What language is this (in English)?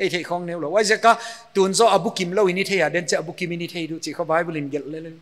Paite Chin